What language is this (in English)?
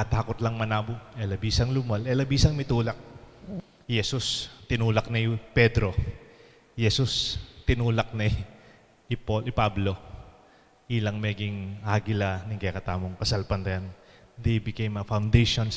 Pampanga